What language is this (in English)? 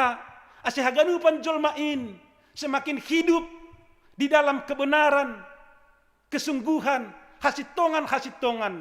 Batak Simalungun